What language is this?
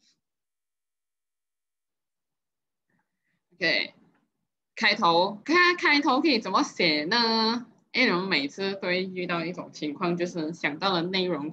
Chinese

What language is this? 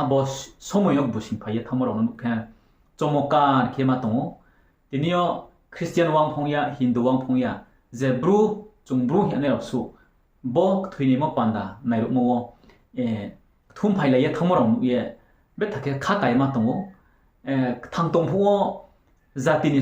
Riang (India)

